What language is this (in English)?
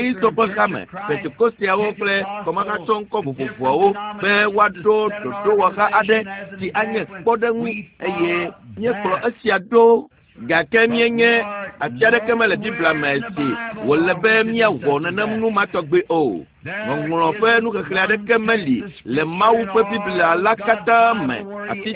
Ewe